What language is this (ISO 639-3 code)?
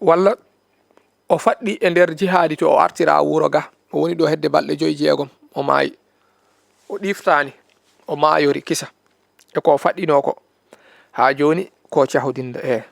ful